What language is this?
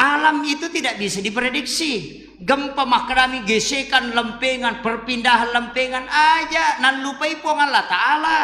Buginese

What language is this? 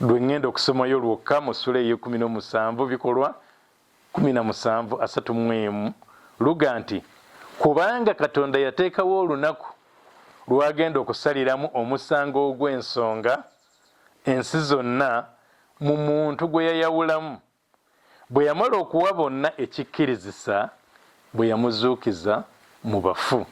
Ganda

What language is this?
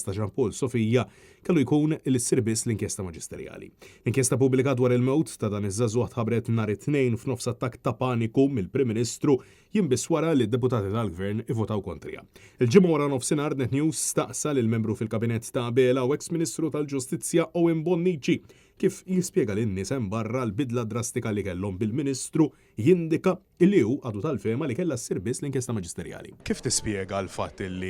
Maltese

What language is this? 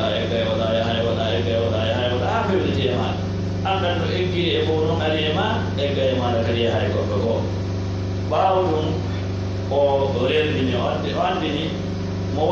Fula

